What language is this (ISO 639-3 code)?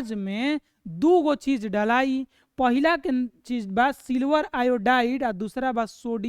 bho